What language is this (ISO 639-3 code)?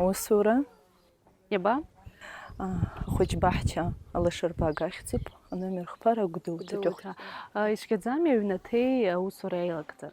abk